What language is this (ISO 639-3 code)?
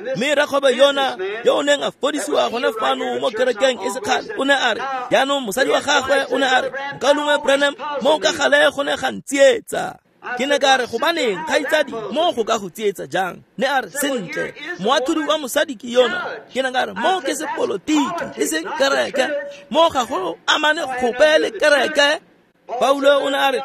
tsn